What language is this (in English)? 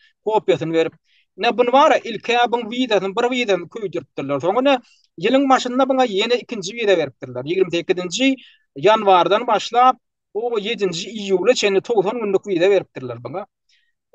Turkmen